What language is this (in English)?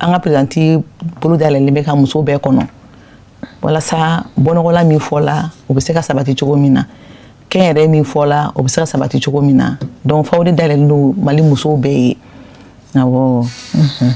Bambara